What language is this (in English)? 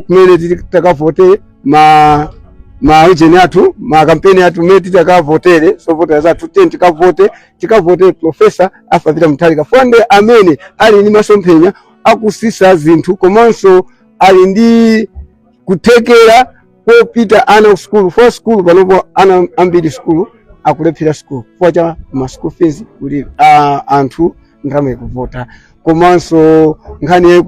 Nyanja